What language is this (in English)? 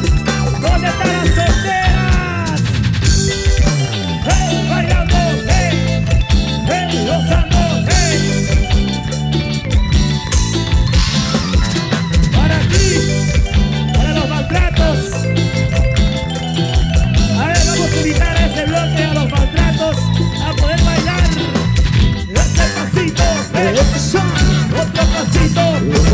Spanish